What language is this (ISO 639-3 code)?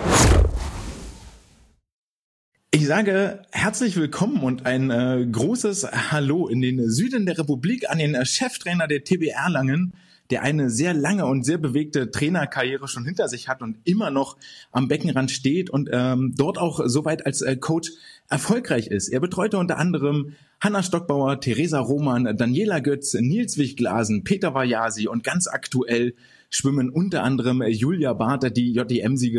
deu